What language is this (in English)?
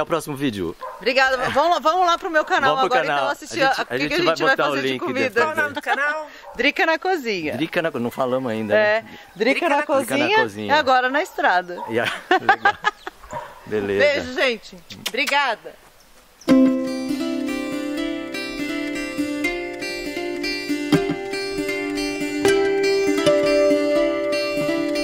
Portuguese